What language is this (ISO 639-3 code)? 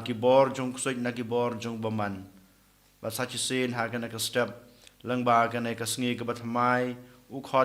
kha